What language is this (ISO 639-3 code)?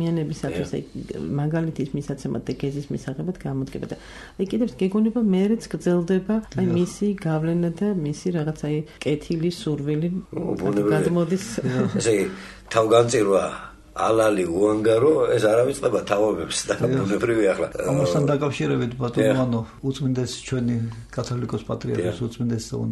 kat